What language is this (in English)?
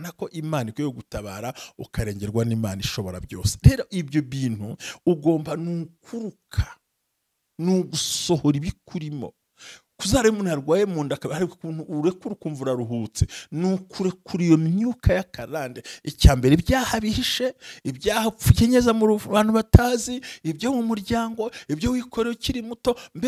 Kinyarwanda